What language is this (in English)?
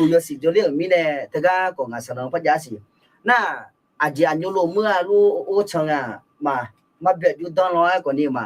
Akha